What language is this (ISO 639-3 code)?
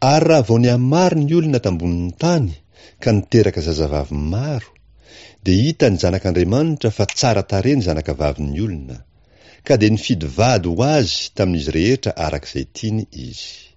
mlg